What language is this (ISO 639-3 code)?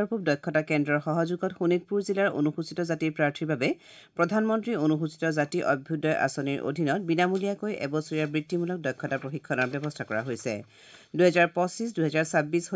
asm